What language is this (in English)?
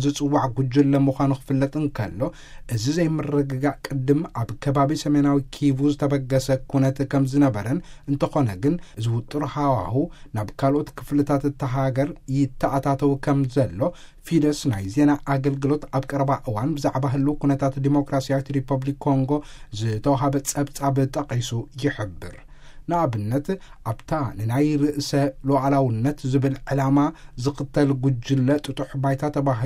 Tigrinya